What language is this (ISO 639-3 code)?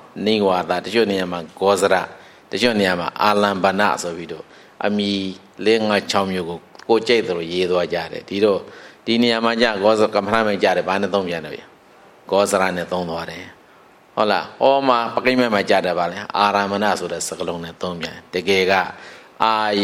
mya